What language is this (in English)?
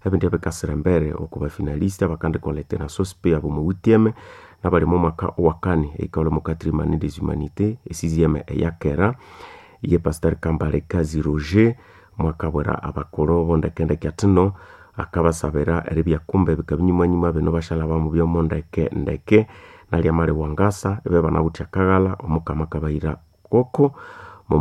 Nande